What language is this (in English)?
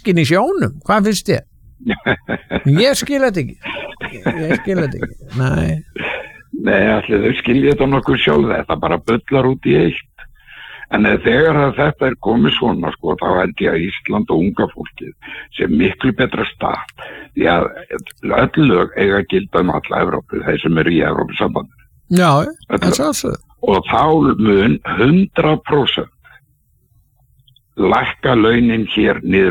Icelandic